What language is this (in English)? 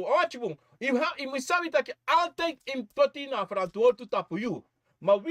Sranan Tongo